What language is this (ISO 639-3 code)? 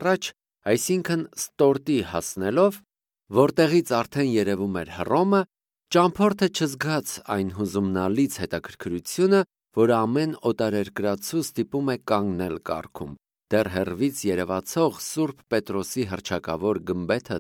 hye